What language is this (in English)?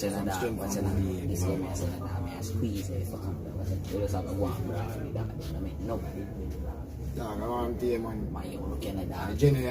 Jamaican Creole English